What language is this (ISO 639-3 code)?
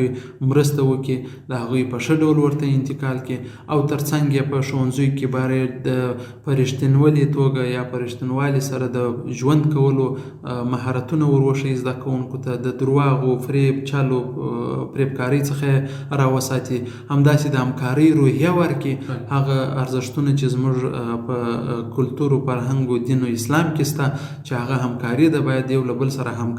pus